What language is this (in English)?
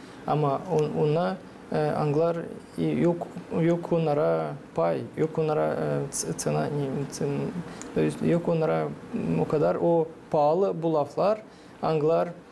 Gagauz